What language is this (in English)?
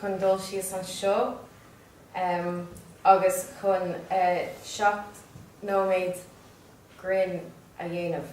Irish